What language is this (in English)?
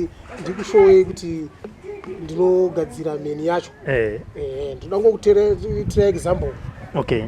Shona